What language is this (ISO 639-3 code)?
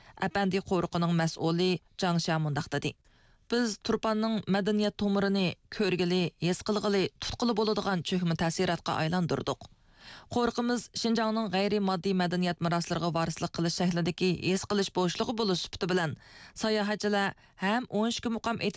uig